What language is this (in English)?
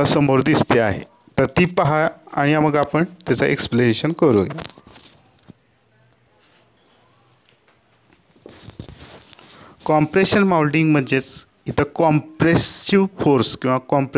Marathi